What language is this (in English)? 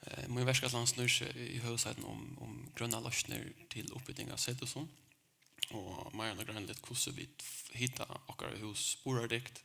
Faroese